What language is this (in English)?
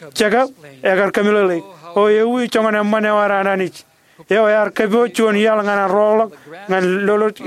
Marshallese